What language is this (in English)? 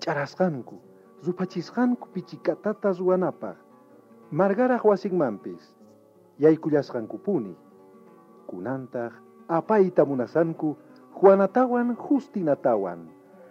South Bolivian Quechua